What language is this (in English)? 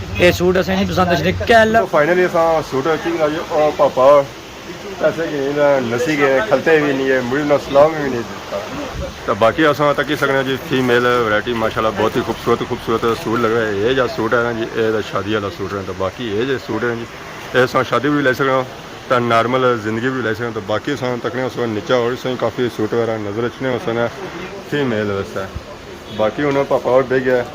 Pahari-Potwari